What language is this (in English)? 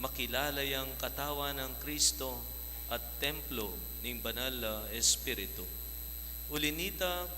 Pampanga